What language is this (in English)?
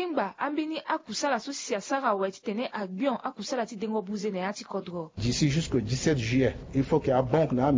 Sango